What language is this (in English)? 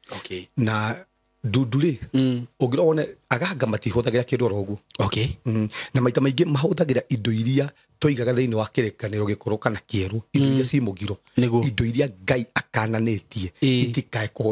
Kikuyu